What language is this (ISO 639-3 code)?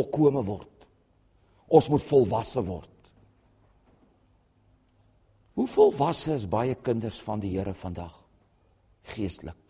afr